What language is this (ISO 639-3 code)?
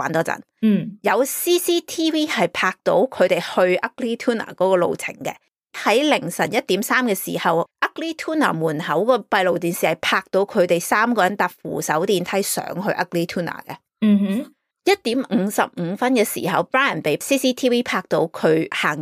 yue